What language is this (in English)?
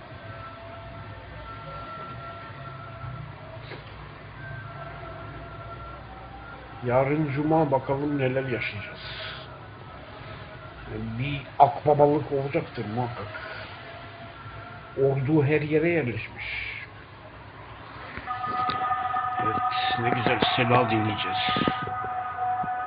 Turkish